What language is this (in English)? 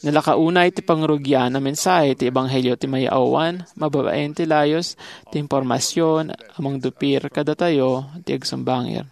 Iloko